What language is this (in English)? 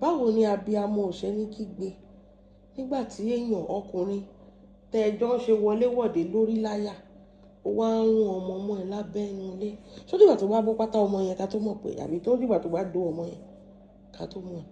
Yoruba